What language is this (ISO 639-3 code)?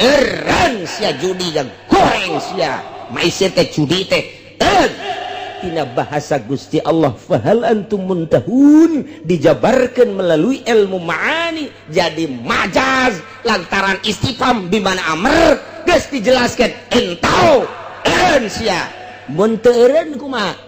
sun